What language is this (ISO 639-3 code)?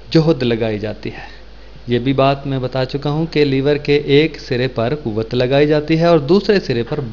urd